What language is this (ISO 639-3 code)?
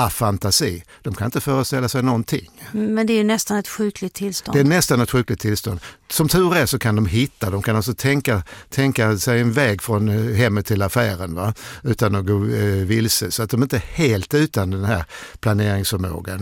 swe